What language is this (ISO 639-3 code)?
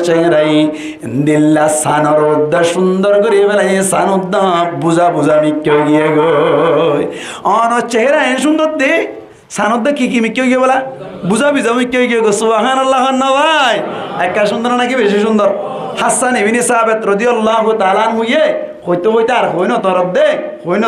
rhg